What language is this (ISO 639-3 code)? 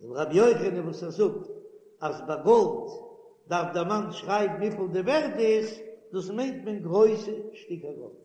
yid